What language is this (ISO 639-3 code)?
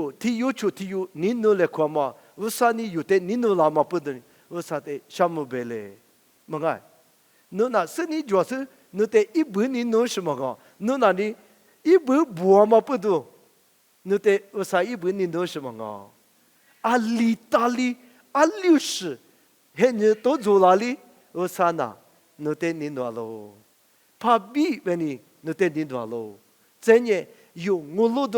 lis